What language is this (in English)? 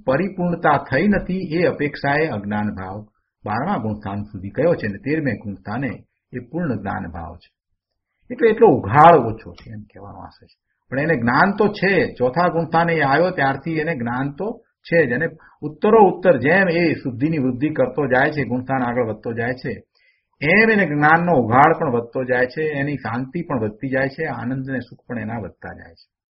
Gujarati